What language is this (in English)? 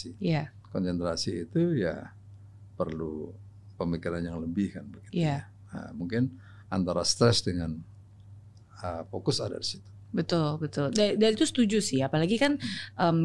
Indonesian